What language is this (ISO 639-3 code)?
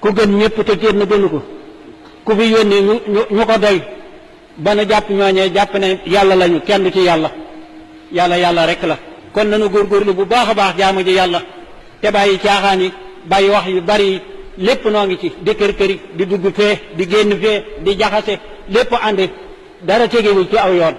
wol